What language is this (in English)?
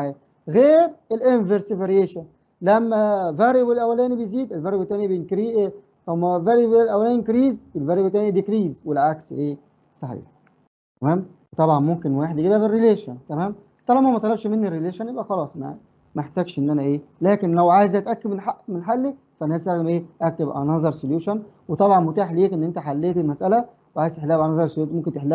Egyptian Arabic